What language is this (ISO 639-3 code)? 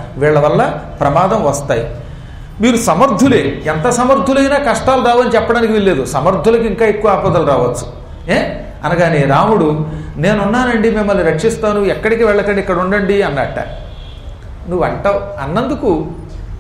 tel